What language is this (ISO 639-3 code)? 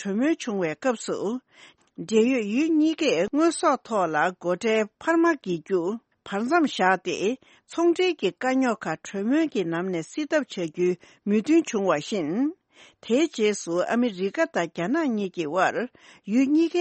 bod